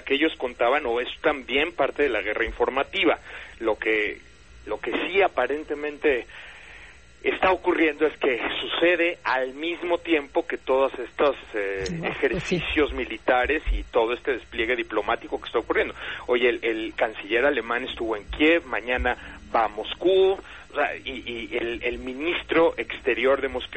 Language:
Spanish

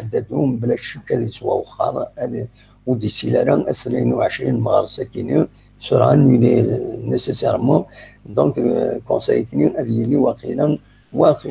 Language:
Kabyle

